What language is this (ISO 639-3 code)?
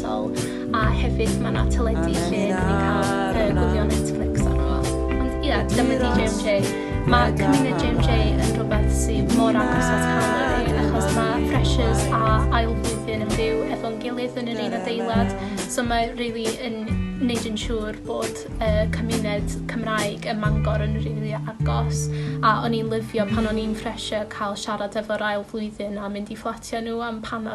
cym